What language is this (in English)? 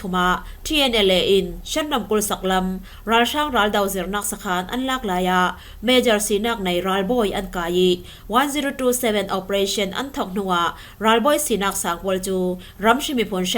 Falam Chin